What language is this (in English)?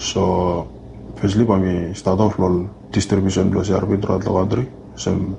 Bislama